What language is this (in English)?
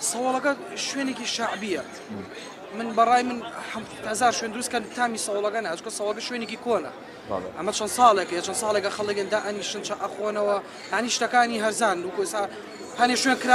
Kurdish